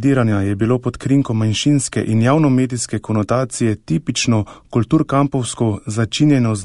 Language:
Slovenian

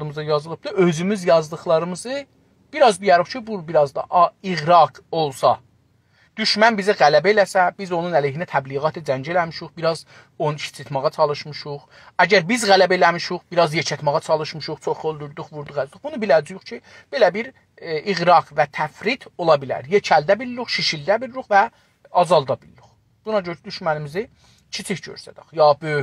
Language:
South Azerbaijani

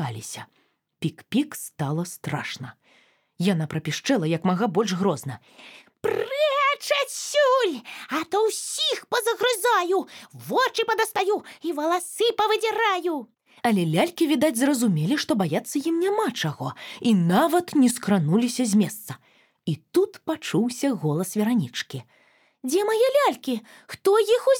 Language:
Belarusian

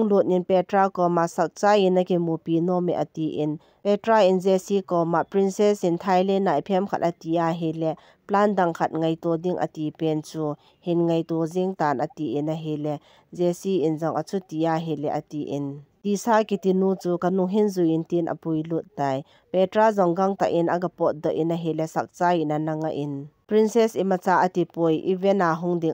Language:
Thado Chin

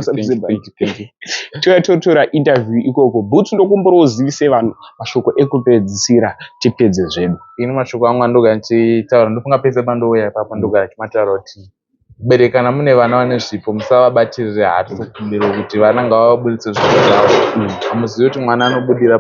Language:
Shona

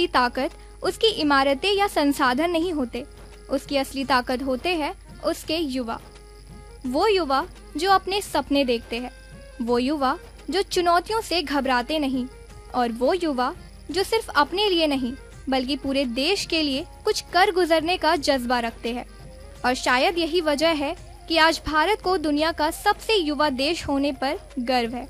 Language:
Hindi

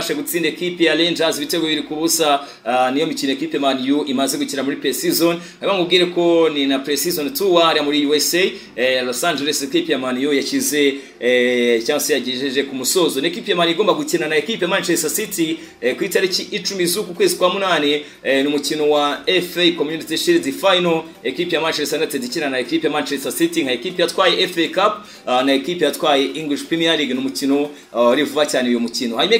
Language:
Kinyarwanda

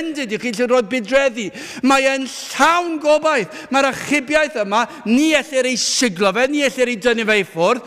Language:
Welsh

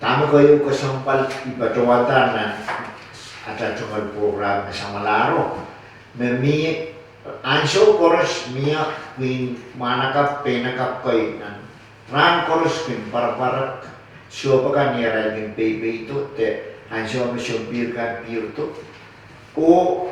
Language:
Pohnpeian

